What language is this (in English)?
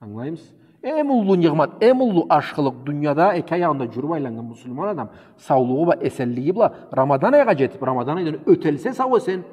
Karachay-Balkar